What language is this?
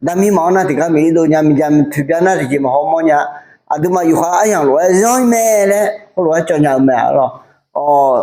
Akha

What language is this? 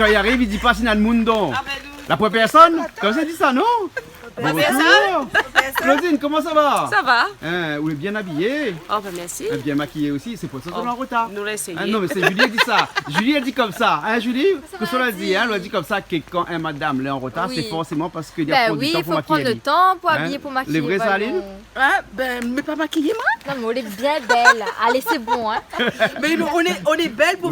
Réunion Creole French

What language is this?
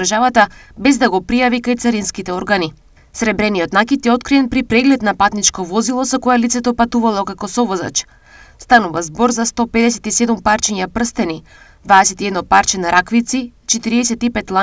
Macedonian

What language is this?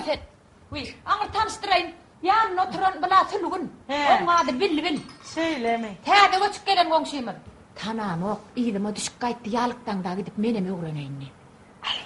Turkmen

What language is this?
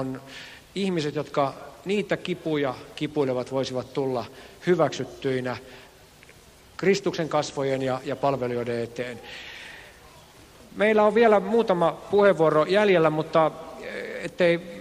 Finnish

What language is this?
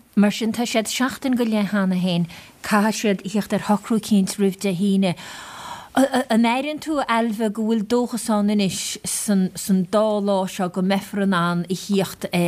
Irish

